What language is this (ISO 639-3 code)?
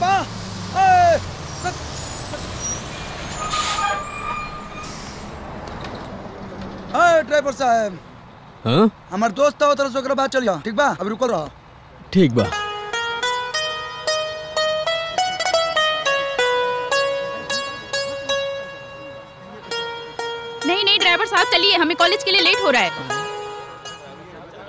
bho